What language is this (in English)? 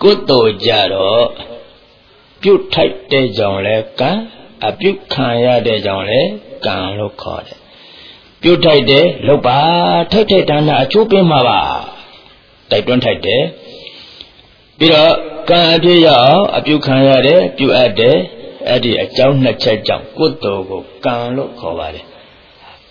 Burmese